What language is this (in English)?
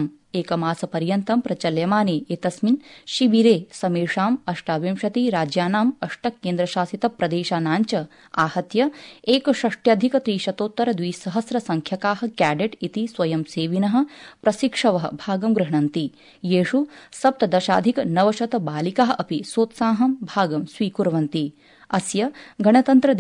Sanskrit